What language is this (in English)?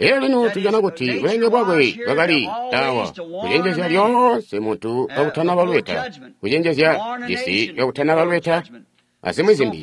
Tonga (Zambia)